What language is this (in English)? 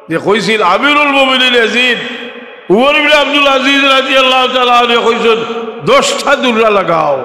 Sylheti